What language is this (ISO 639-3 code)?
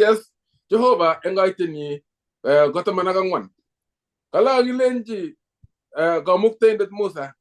kln